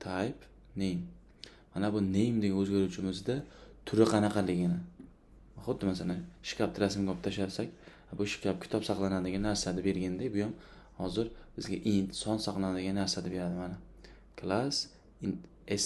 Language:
Uzbek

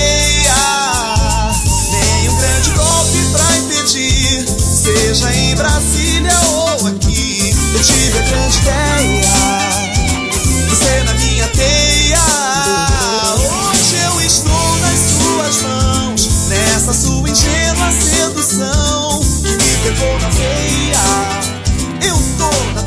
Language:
Portuguese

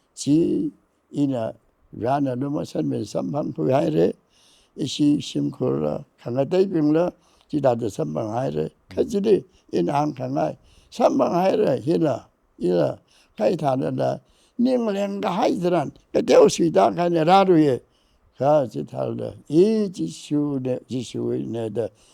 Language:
Tangkhul Naga (India)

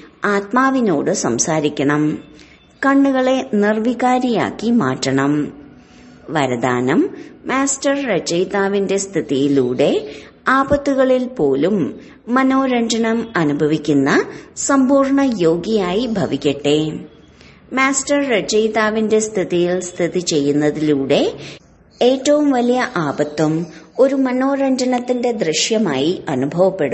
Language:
Malayalam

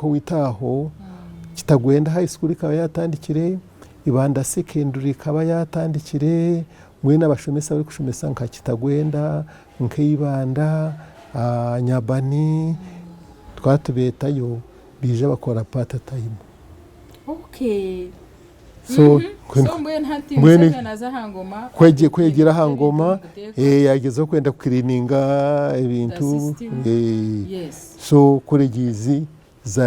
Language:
Nyankole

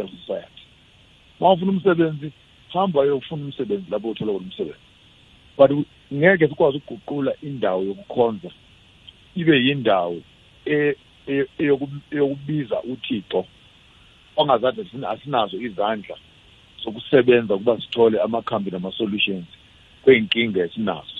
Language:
South Ndebele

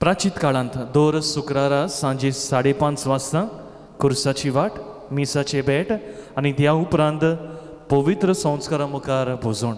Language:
Konkani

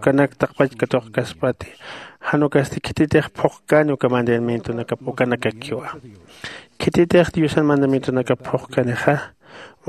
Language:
Aymara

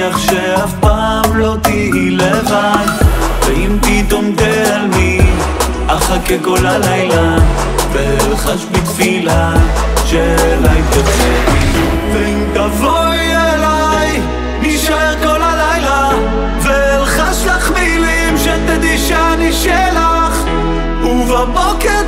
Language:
Hebrew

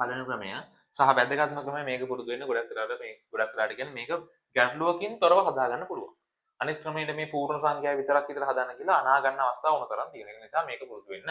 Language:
Sinhala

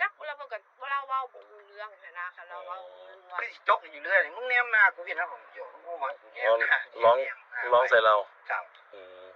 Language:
Northeastern Thai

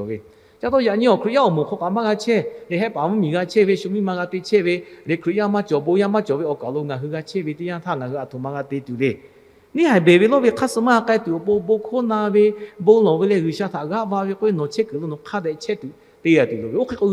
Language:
Lahu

